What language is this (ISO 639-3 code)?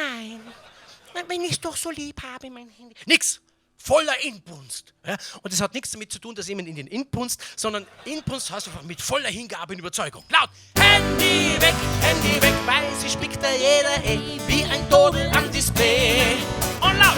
bar